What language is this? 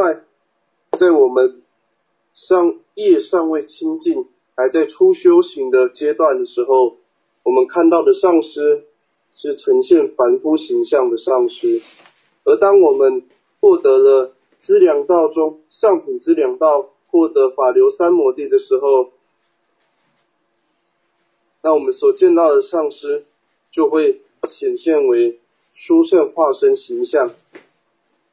Chinese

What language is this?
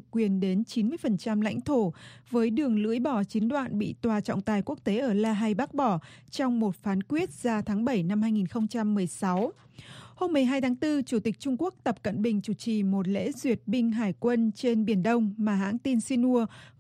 Vietnamese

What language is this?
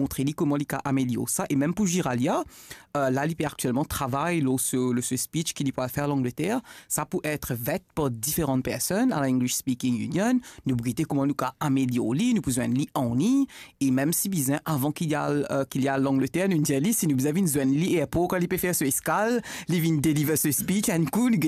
Morisyen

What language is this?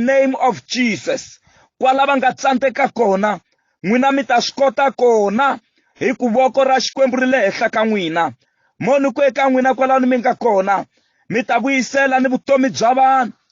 Tsonga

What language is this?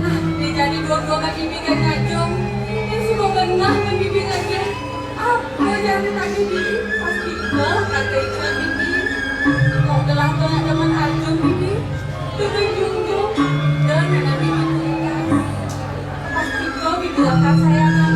Balinese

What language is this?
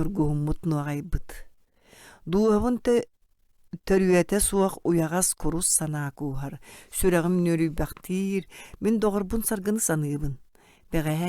Yakut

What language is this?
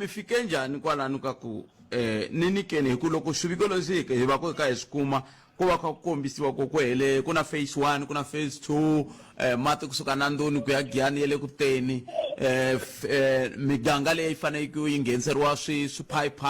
Tsonga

